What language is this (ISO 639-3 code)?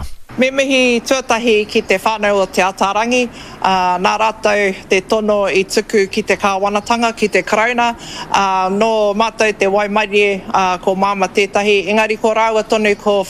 mri